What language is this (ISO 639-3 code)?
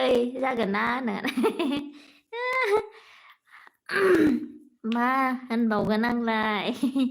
brx